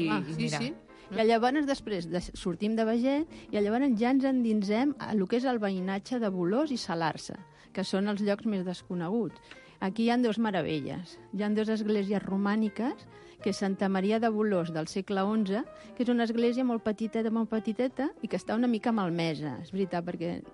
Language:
Catalan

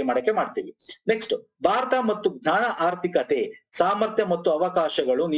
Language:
Kannada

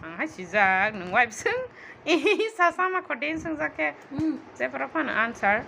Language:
Kok Borok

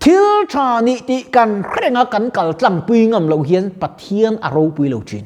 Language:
Mizo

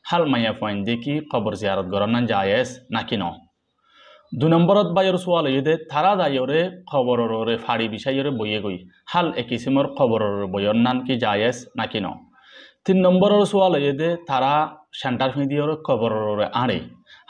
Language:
Rohingya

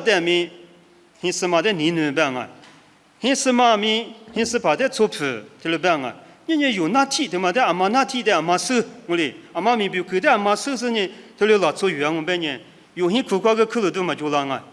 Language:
Lisu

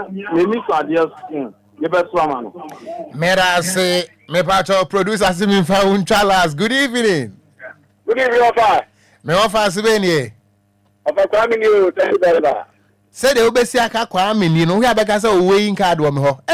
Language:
Akan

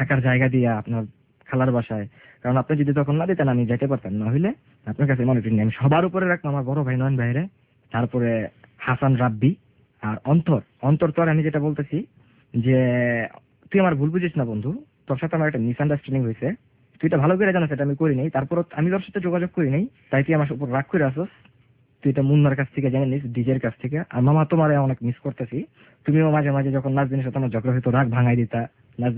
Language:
Bangla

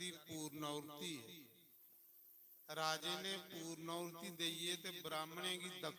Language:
Dogri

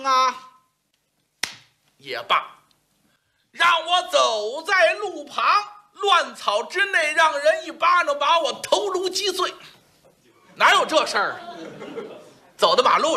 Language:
Chinese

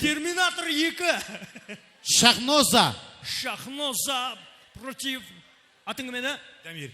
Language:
Kara-Kalpak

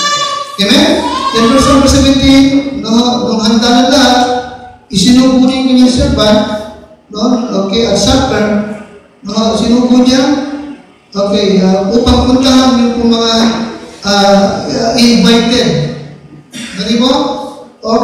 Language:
Filipino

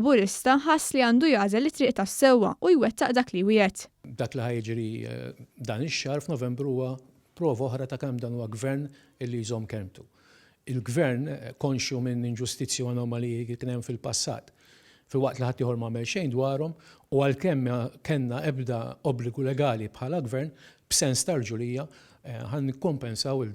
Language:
Maltese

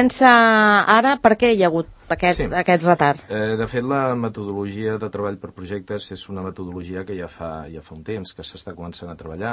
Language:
Catalan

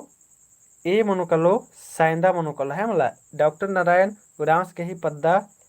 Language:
Kurukh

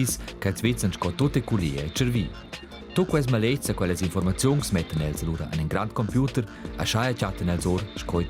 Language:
Romansh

